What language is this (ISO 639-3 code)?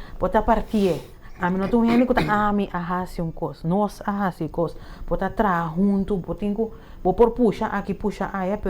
pap